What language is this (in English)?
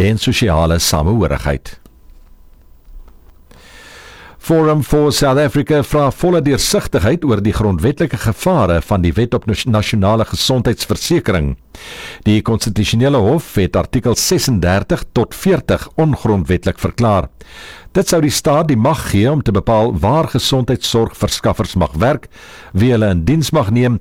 Afrikaans